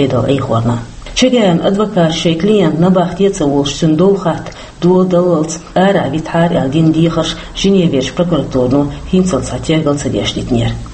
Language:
Chechen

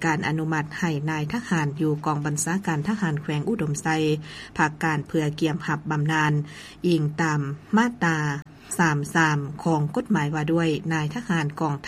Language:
Lao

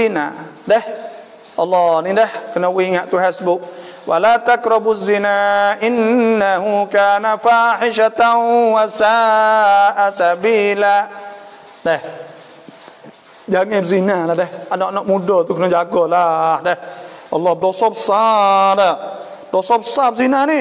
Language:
Malay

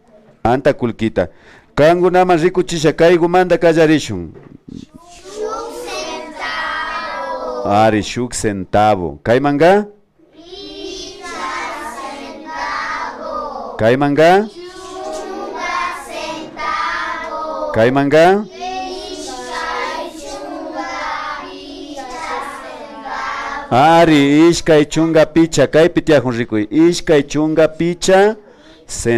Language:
Imbabura Highland Quichua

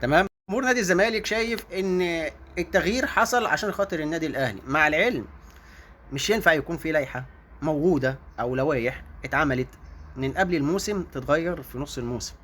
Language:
Egyptian Arabic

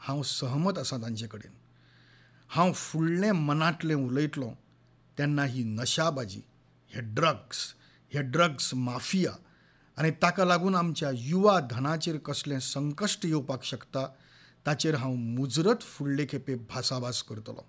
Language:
Konkani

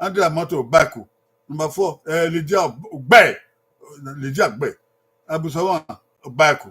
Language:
Bini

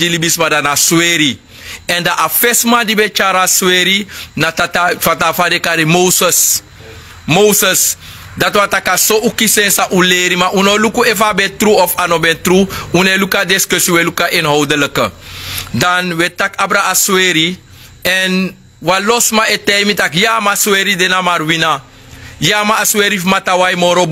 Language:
Sranan Tongo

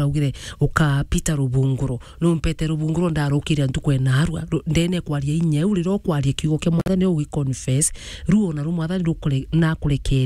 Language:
Meru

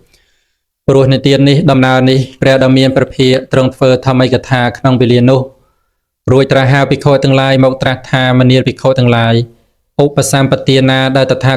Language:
Khmer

